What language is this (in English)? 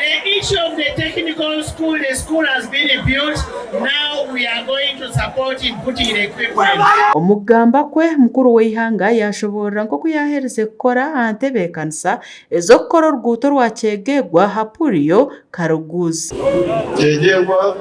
Nyankole